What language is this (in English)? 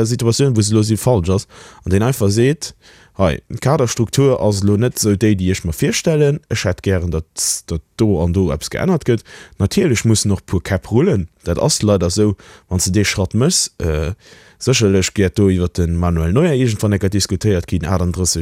Luxembourgish